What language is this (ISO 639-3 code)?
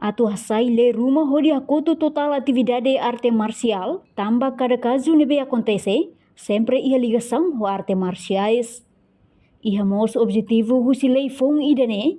tet